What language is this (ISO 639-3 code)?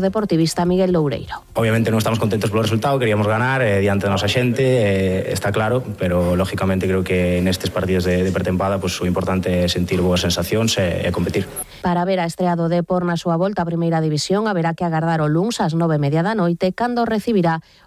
glg